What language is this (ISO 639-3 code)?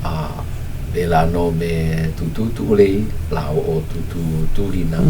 haw